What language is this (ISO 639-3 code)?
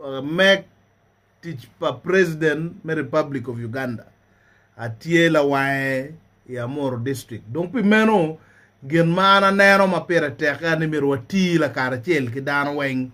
ach